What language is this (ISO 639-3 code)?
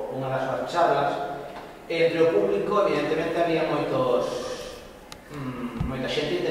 glg